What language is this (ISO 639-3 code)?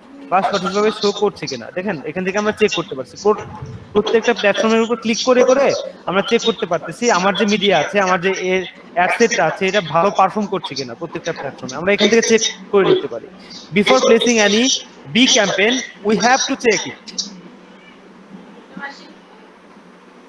ben